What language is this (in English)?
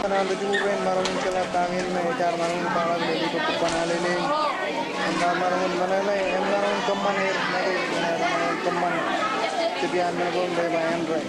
Marshallese